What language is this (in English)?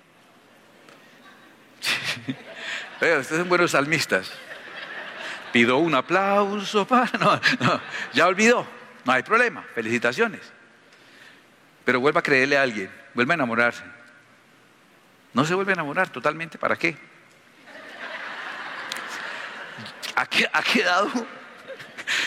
Spanish